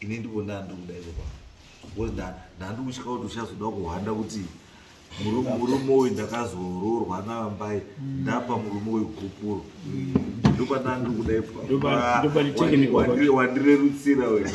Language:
Shona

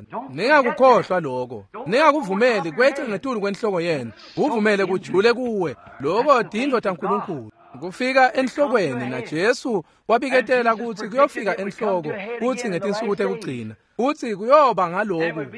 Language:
Swati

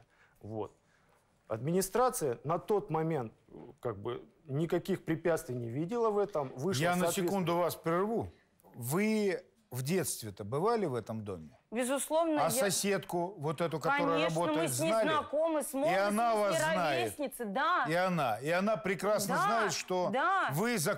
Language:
Russian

